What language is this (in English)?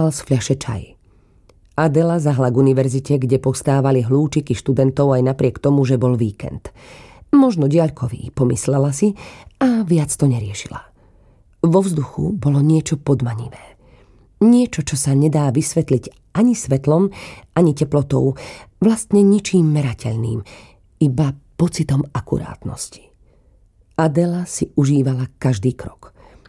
Slovak